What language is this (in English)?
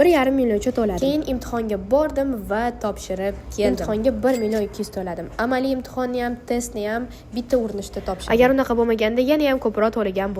Uzbek